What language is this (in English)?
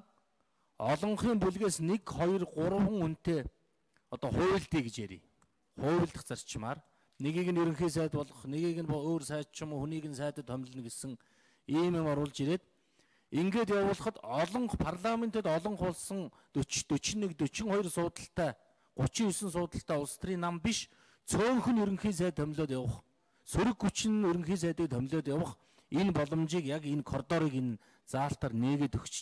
Mongolian